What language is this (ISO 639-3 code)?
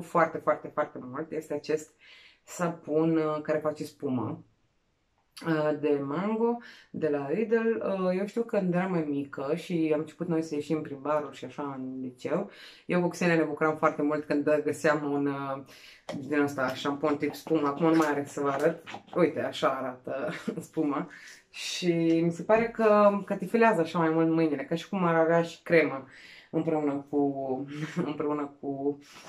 ron